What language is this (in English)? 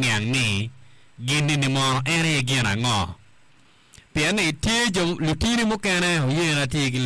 Acoli